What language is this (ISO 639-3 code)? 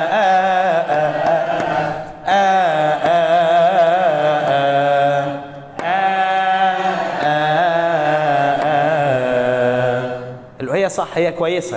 arz